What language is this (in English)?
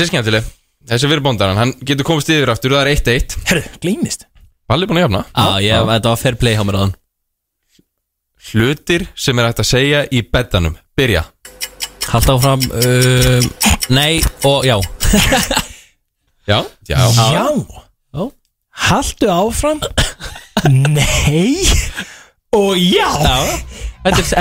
Icelandic